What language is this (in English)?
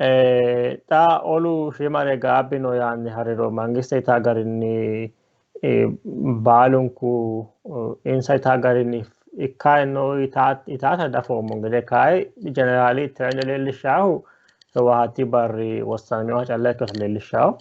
Sidamo